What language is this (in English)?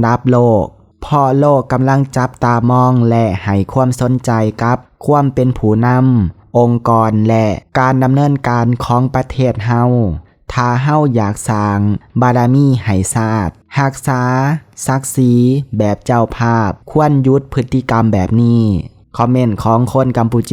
Lao